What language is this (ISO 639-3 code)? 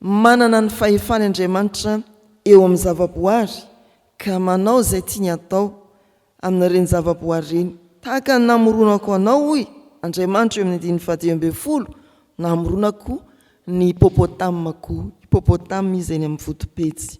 mlg